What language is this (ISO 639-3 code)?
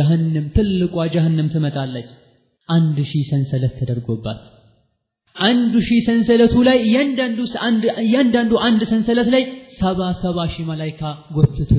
amh